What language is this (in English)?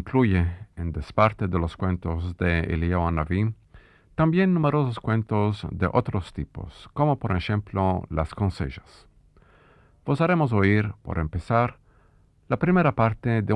Ladino